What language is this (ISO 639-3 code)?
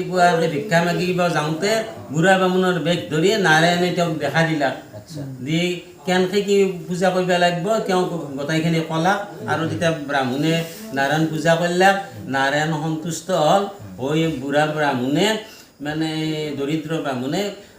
asm